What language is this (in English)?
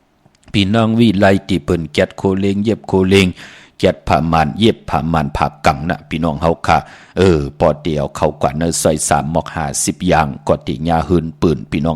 Shan